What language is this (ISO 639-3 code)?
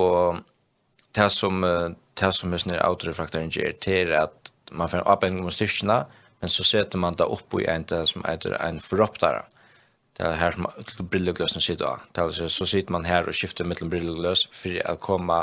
fao